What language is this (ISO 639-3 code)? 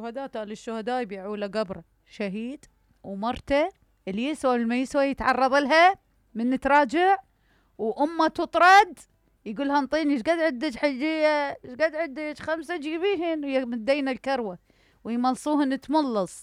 acm